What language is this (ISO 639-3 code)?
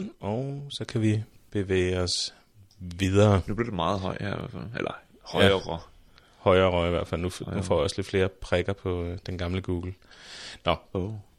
dan